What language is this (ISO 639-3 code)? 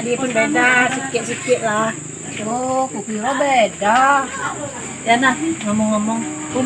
mui